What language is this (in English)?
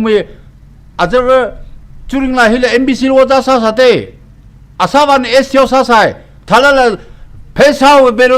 Tangkhul Naga (India)